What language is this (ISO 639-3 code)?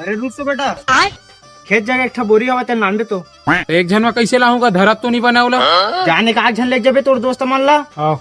hne